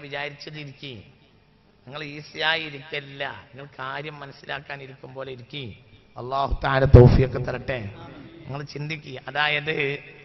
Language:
Malayalam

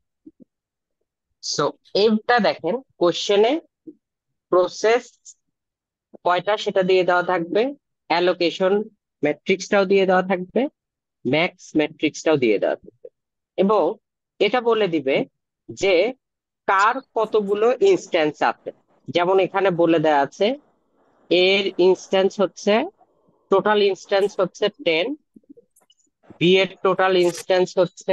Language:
Bangla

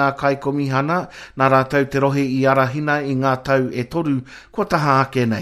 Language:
Māori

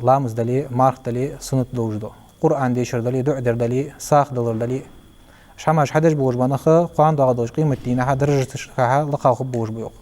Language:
Ingush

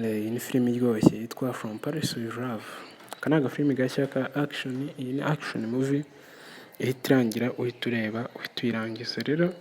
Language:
Kinyarwanda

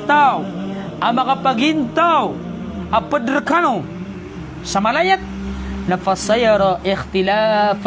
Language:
Maranao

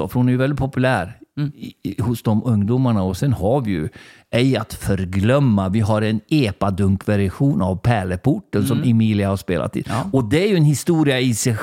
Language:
Swedish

